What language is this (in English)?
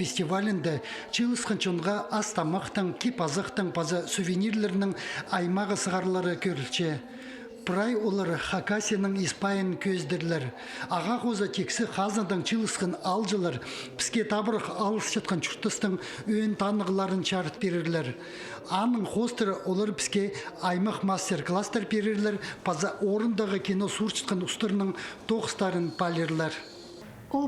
Khakas